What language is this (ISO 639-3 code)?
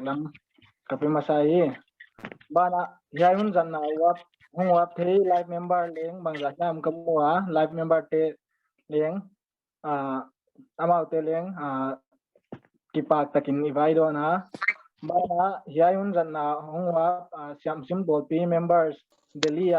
pck